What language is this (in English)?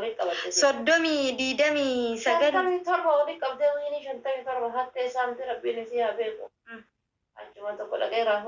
Oromo